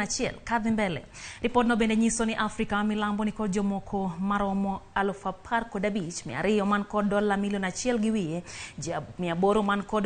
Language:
Luo (Kenya and Tanzania)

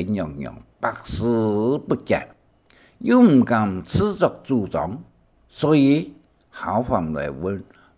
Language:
Hakka Chinese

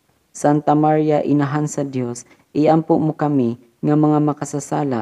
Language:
Cebuano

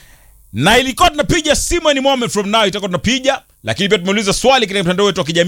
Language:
Swahili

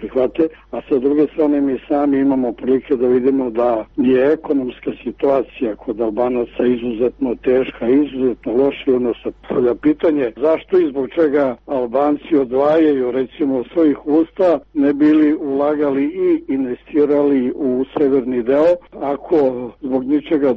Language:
Serbian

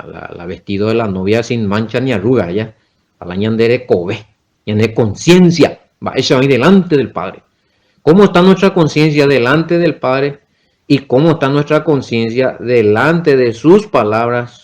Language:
Guarani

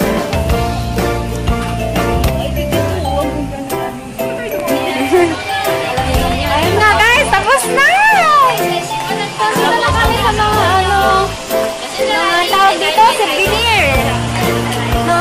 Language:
Filipino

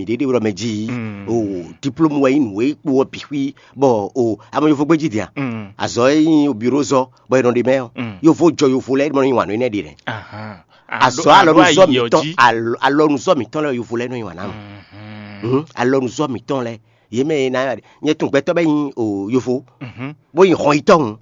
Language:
Fon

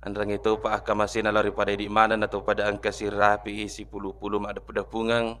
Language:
Buginese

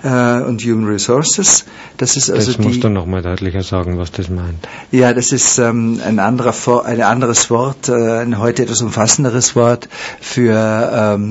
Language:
German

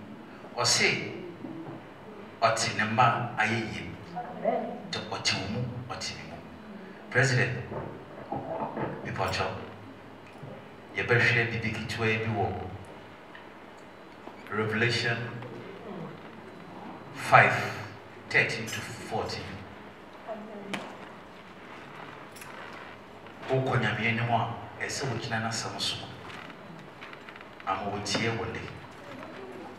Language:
Akan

